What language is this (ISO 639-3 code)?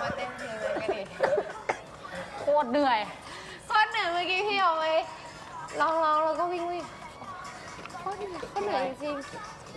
tha